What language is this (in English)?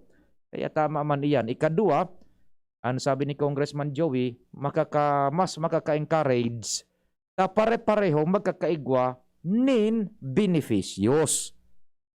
Bikol